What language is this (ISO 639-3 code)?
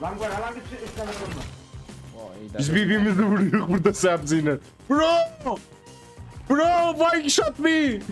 azb